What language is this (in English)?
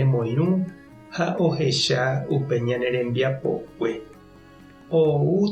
Guarani